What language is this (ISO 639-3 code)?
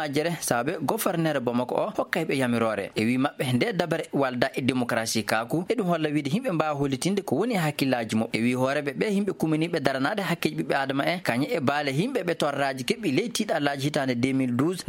ffm